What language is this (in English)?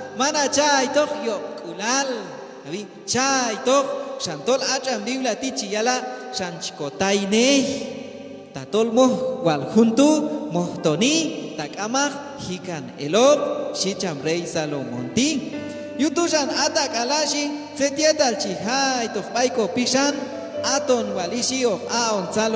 Q'anjob'al